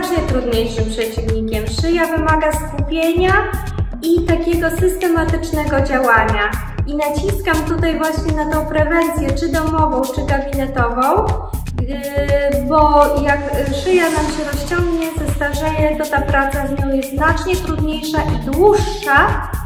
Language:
Polish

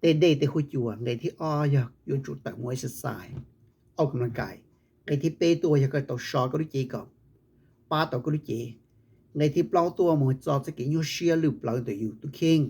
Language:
Hmong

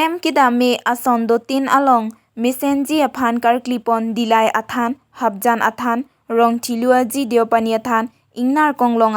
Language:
Karbi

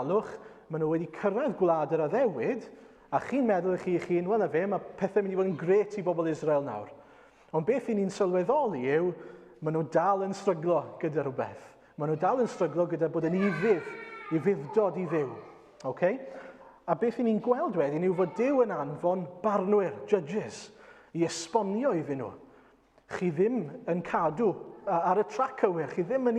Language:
Welsh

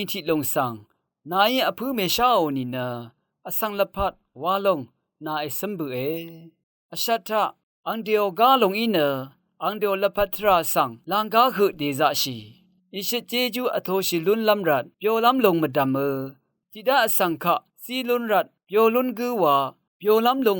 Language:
Rawang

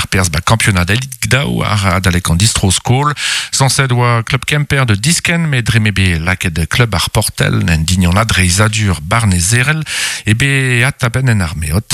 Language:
Breton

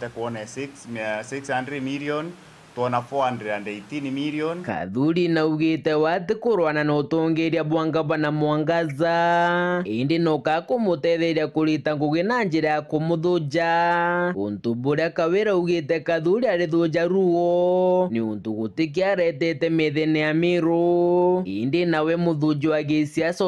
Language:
Meru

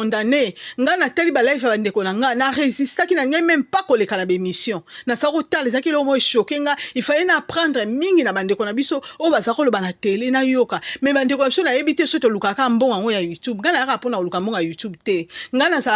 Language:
Lingala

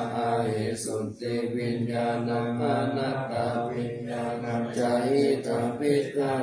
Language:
Pali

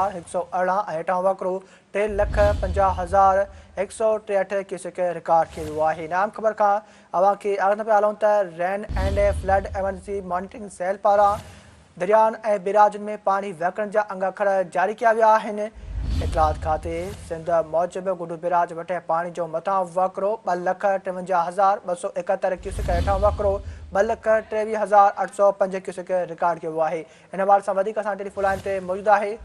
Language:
Sindhi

